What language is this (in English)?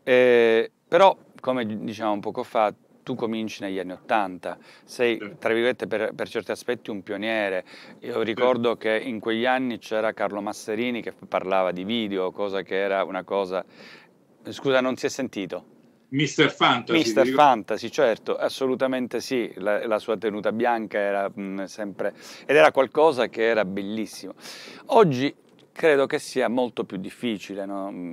Italian